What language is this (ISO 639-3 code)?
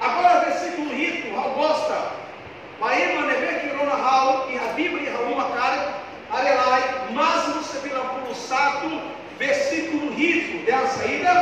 tet